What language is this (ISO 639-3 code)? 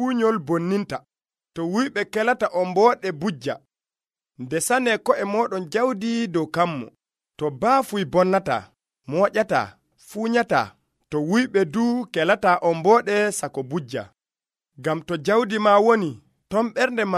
fuv